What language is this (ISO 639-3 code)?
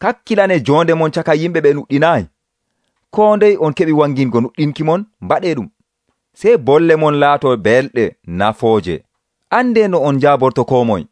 fuv